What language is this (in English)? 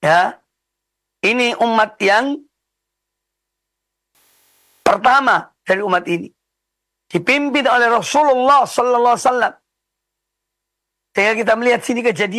Indonesian